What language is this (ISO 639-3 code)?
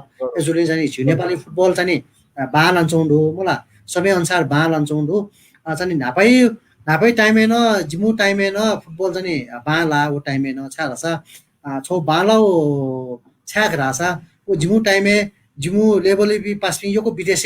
new